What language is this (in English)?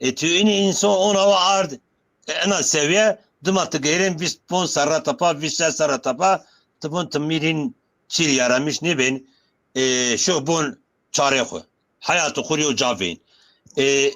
Zaza